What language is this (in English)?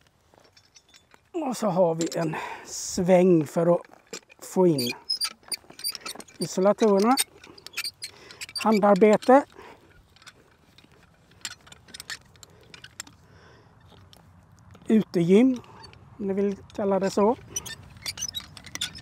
Swedish